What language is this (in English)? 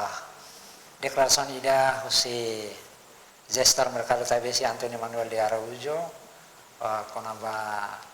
Tetum